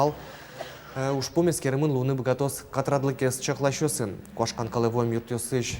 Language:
Udmurt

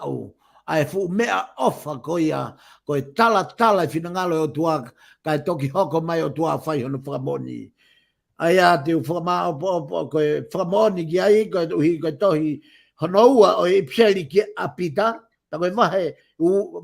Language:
Tongan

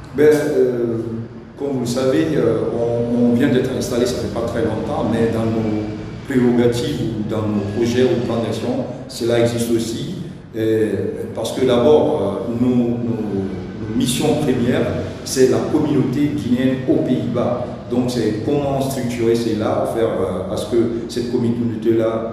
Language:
French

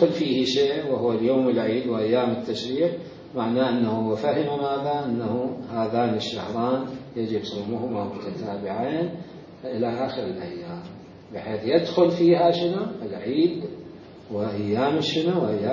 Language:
Mesopotamian Arabic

